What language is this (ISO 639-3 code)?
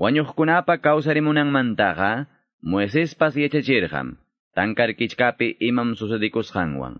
que